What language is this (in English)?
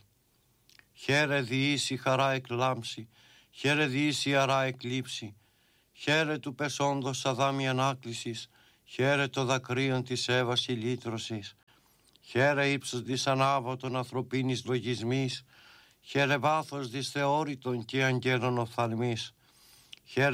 Greek